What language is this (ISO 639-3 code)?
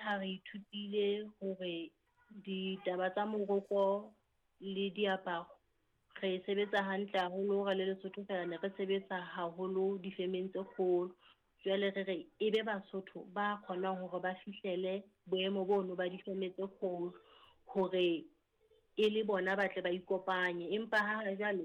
sot